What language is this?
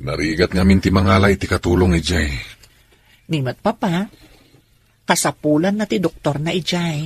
Iloko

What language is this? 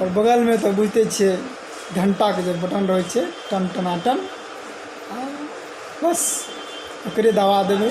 Maithili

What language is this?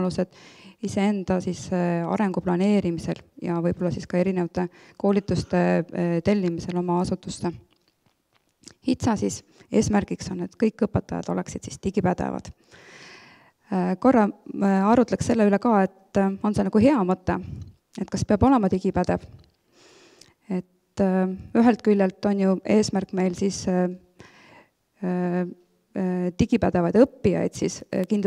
Estonian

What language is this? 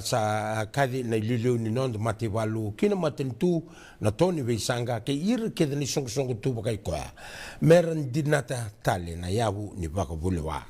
Fijian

